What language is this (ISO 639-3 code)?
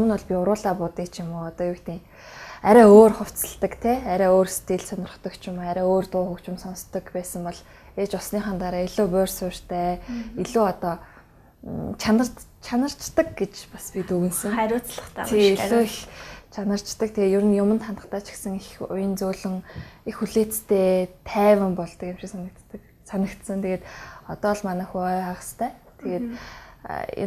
mon